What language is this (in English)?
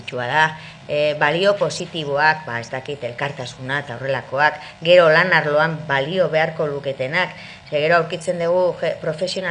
Basque